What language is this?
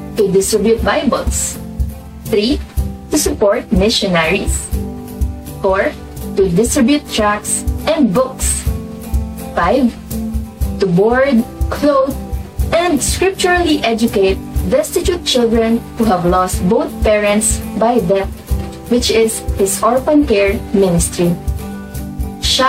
Filipino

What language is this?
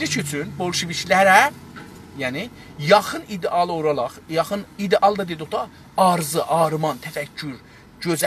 South Azerbaijani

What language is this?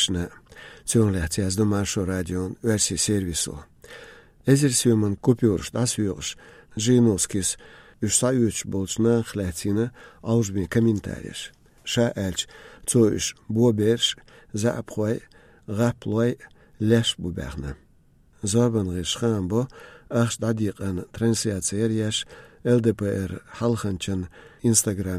Chechen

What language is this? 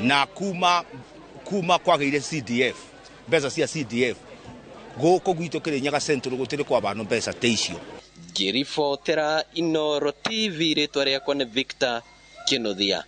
Kikuyu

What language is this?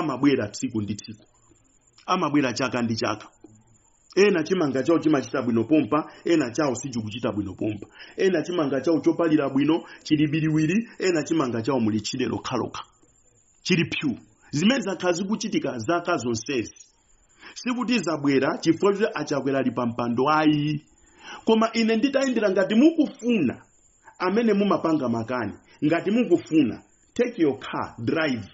Nyanja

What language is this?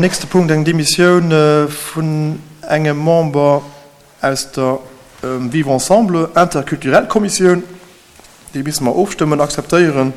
Luxembourgish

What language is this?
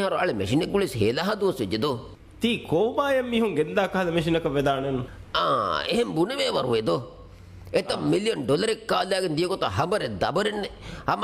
Divehi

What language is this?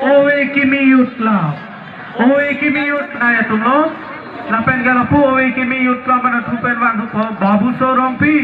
Karbi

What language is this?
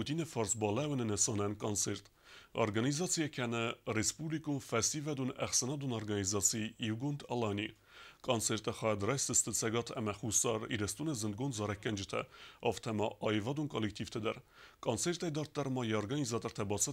Ossetic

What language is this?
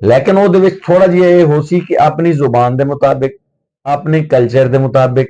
Saraiki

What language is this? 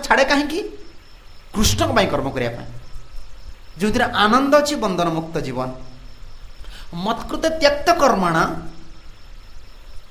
Odia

